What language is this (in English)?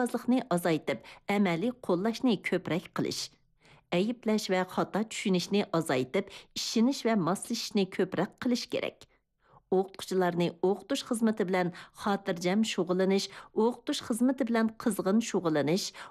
Uyghur